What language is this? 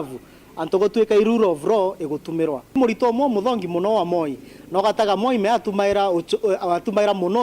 Meru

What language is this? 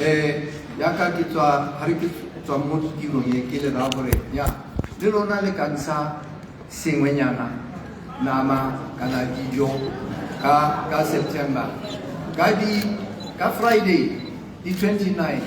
Tswana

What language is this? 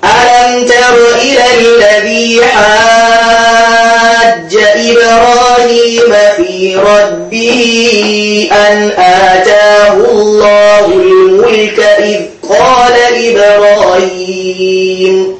Igbo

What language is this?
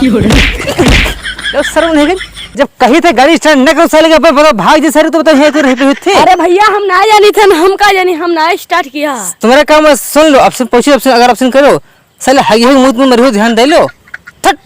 Awadhi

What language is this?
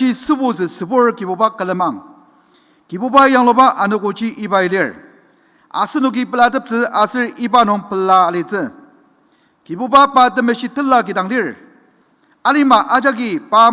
Ao Naga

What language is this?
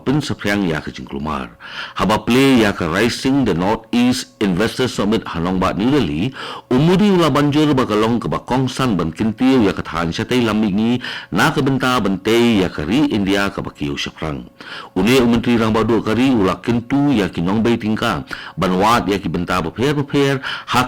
Khasi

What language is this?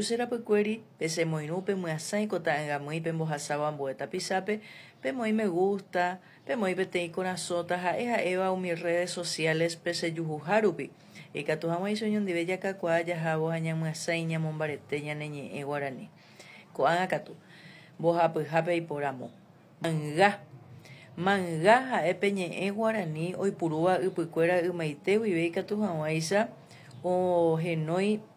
Guarani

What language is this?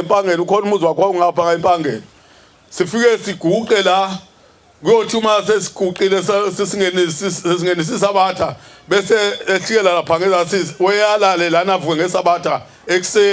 Zulu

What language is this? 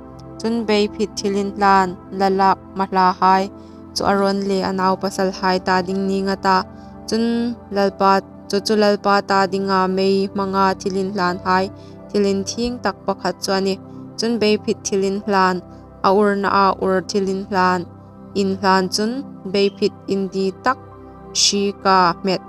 Hmar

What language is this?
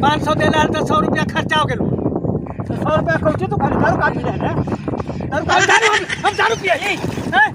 Magahi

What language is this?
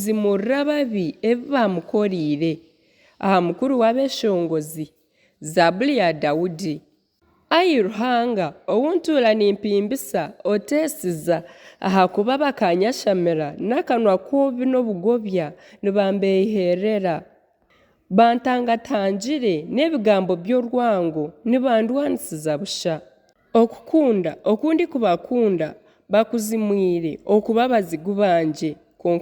Nyankole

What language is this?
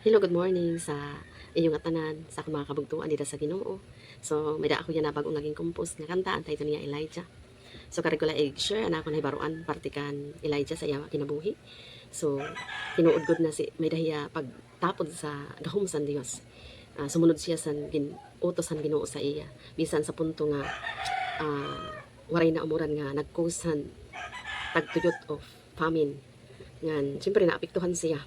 Waray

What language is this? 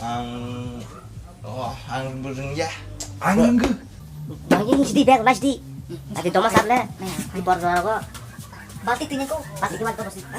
Kok Borok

